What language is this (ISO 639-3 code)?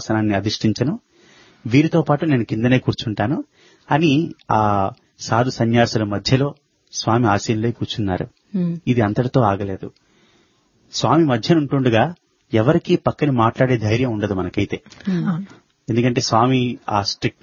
tel